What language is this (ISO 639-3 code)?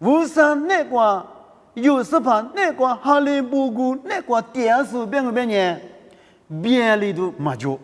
lis